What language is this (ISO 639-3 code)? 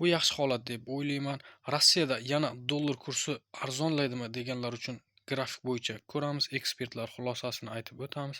uzb